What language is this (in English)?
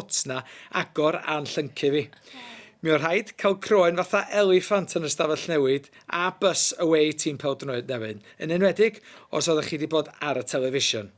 Welsh